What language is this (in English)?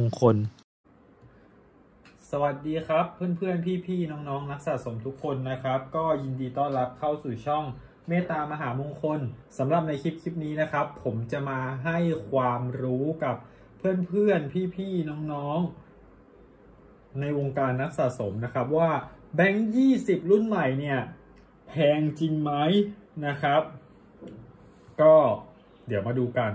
Thai